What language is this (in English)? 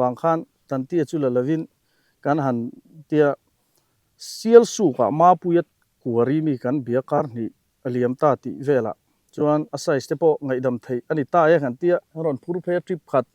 Mizo